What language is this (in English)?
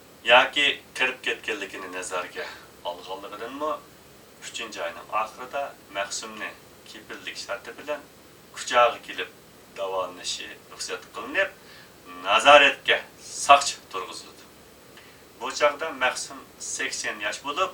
Uyghur